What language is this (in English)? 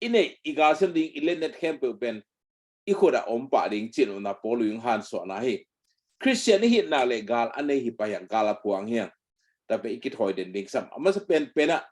Tedim Chin